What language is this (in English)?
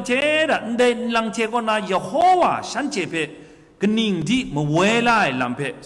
Kachin